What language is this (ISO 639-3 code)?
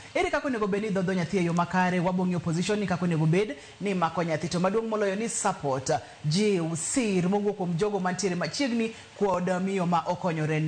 luo